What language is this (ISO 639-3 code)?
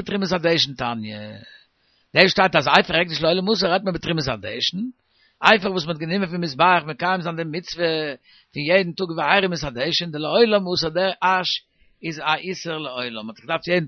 yid